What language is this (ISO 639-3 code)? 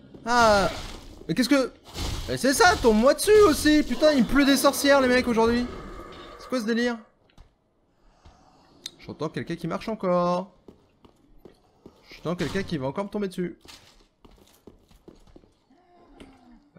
fra